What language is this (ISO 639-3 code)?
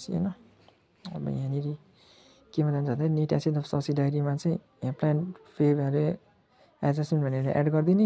nep